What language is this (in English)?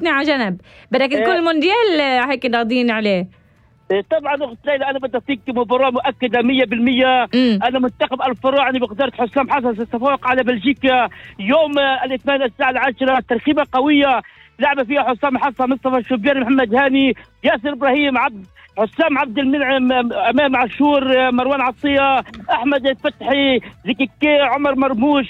North Levantine Arabic